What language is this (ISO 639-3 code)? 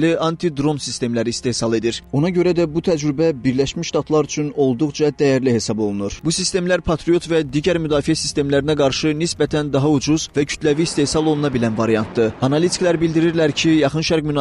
aze